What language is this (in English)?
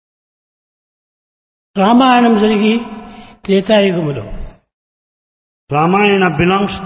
Telugu